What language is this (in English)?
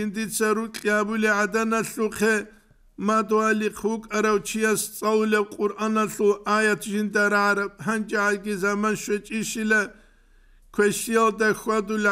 Avaric